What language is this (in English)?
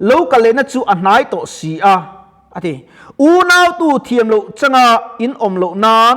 Mizo